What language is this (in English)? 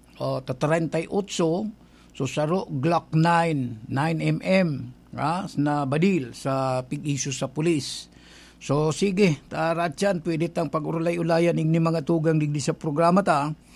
Bikol